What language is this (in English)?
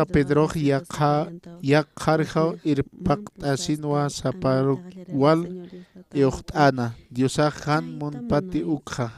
Aymara